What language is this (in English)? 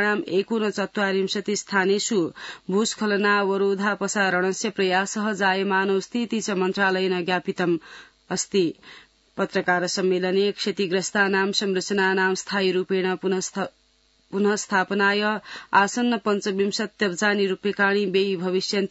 Sanskrit